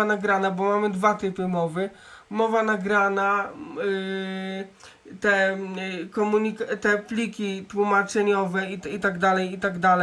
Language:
Polish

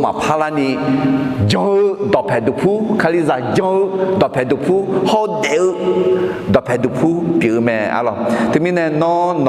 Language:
Akha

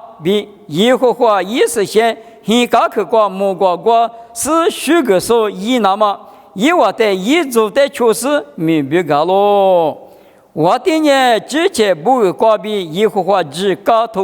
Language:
Lisu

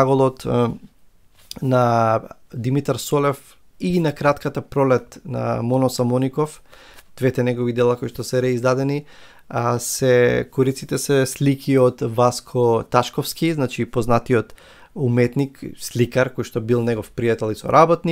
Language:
Macedonian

